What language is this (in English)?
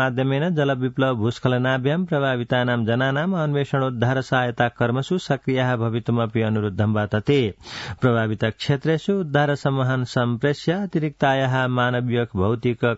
Sanskrit